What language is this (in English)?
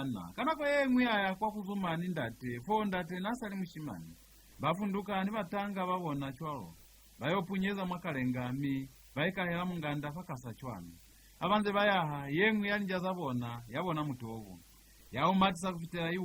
Lozi